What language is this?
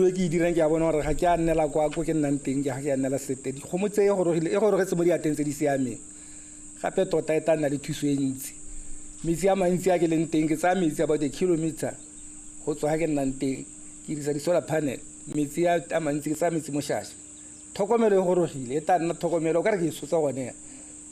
Tswana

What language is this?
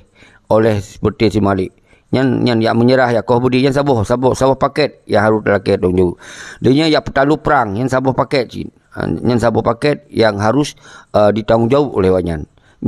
Achinese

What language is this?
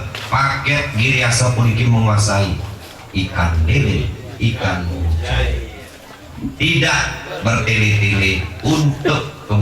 Balinese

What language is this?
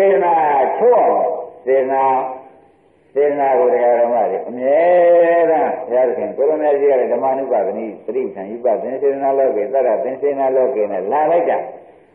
Burmese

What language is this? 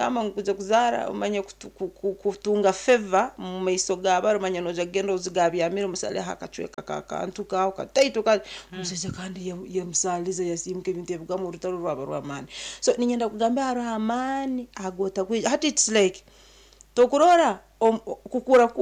Nyankole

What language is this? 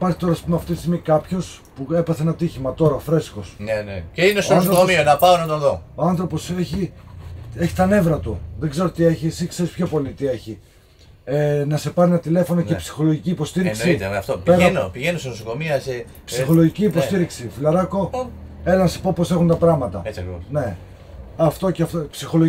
Greek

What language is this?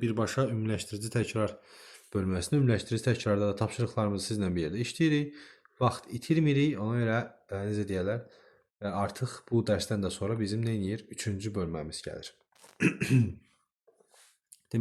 Azerbaijani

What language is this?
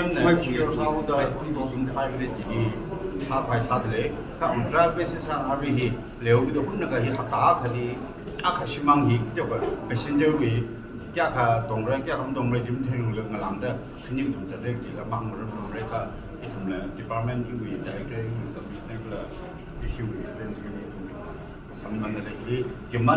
Tangkhul Naga (India)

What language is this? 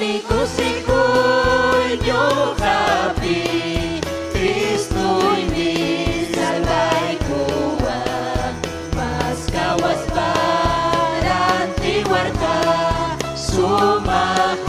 Ayacucho Quechua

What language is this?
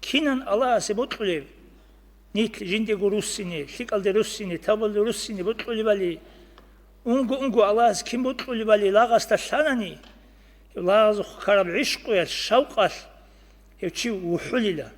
Avaric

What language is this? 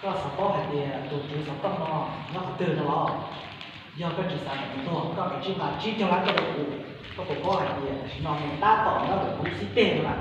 Hmong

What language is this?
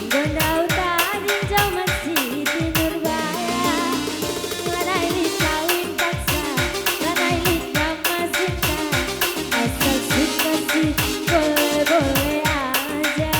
Batak Karo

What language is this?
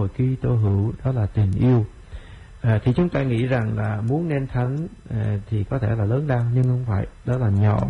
Vietnamese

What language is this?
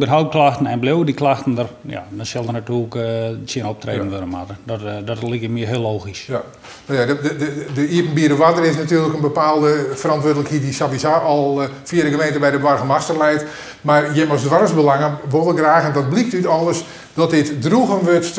Western Frisian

